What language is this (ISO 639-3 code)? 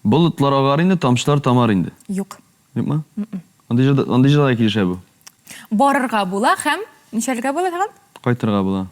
tat